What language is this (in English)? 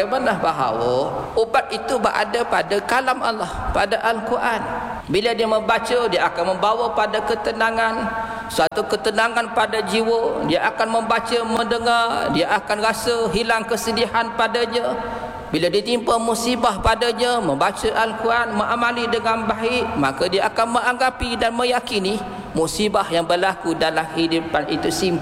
Malay